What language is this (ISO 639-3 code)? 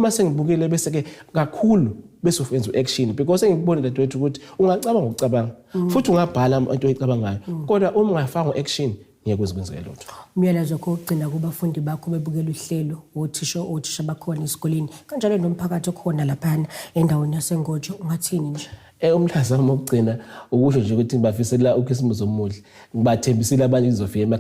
zul